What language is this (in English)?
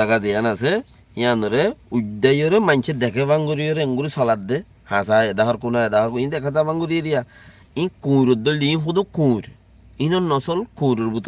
Rohingya